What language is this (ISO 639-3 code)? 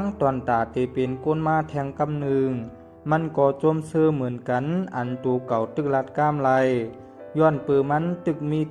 shn